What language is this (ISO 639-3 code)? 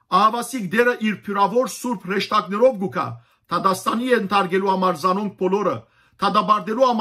hyw